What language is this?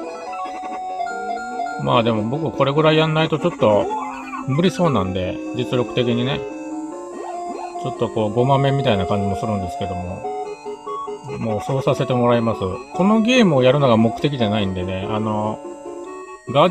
Japanese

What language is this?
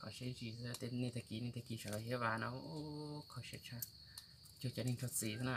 Hmong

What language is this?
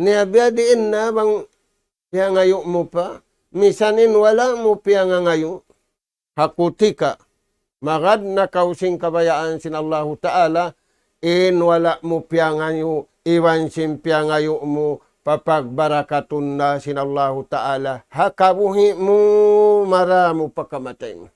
Tausug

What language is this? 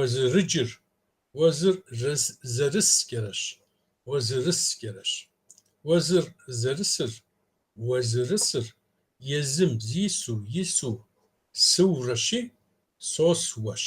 Kabardian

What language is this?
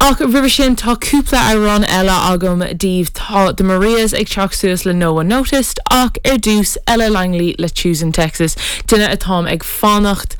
Irish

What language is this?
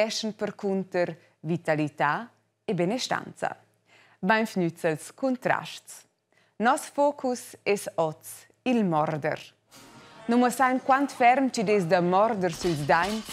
Romansh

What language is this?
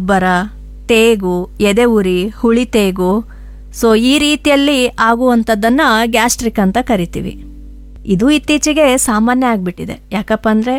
Kannada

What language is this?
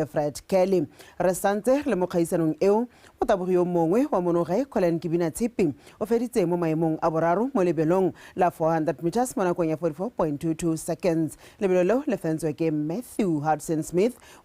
Tswana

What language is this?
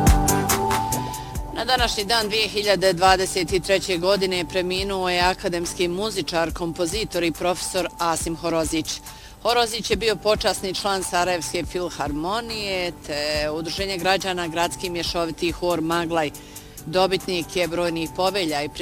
Bosnian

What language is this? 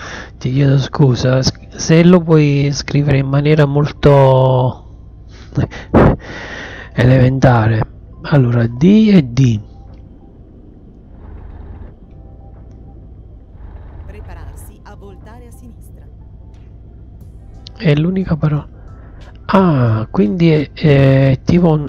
Italian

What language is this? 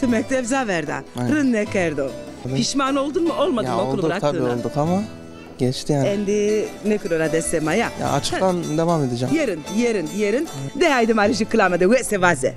Zaza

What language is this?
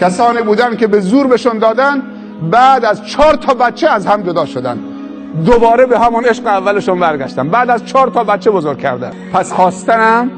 Persian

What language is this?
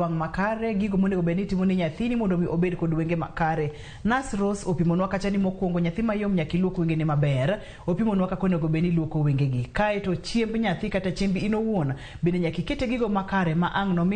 Luo (Kenya and Tanzania)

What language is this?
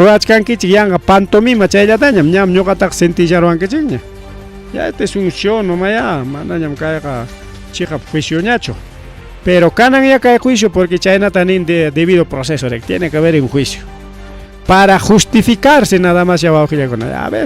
Ayacucho Quechua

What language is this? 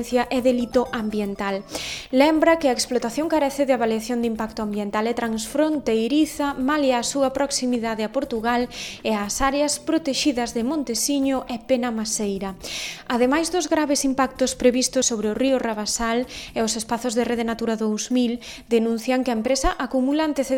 Galician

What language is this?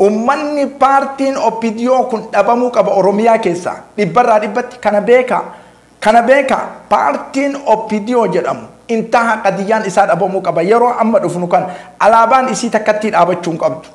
Oromo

